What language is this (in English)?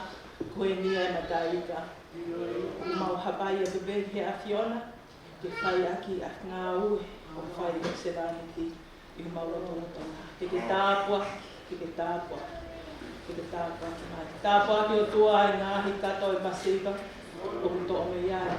Tongan